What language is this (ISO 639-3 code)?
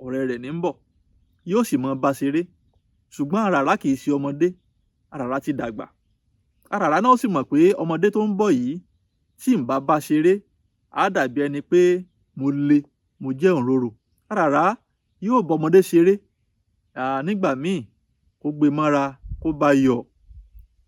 yor